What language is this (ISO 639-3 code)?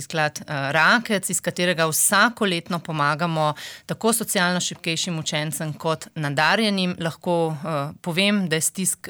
slv